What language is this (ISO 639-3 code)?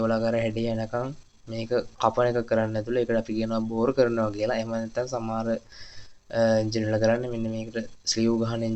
sin